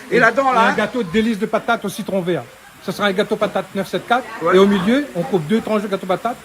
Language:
Réunion Creole French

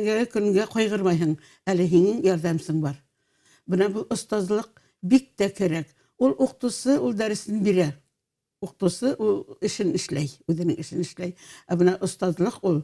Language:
Bashkir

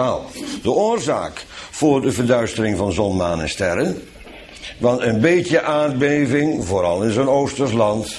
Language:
Dutch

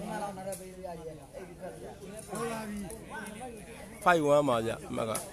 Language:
Burmese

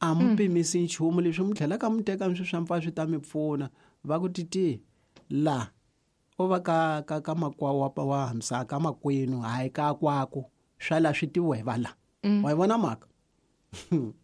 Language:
Tsonga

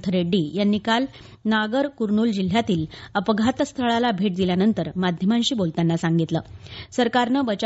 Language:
Marathi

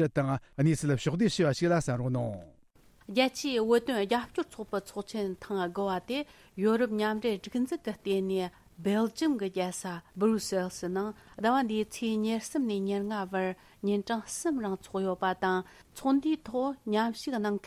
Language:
Tibetan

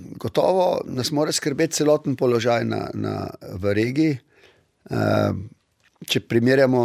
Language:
Slovenian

